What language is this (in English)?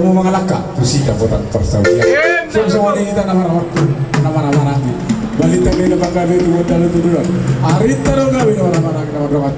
Batak Toba